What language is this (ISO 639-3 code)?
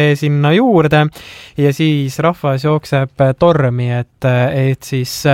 est